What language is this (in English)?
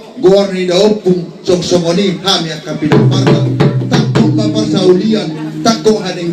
Batak Toba